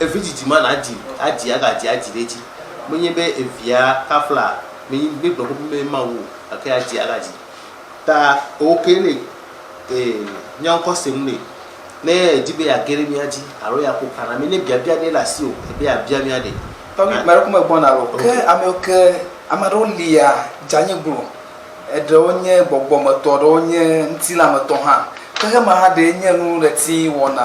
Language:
Ewe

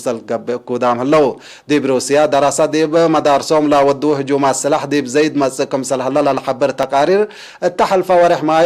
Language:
Tigre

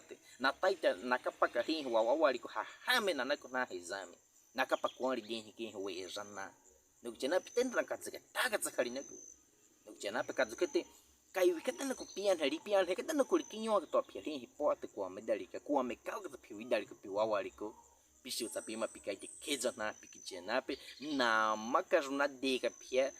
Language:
Baniwa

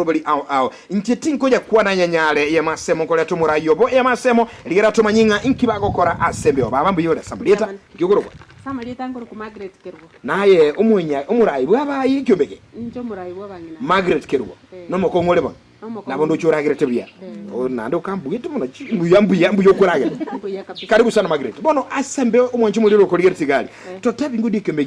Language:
Gusii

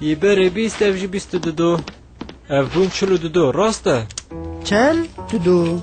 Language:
Kurdish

